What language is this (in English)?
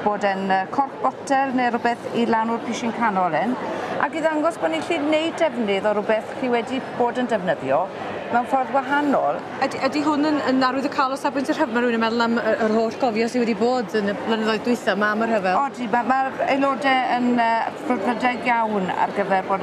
Welsh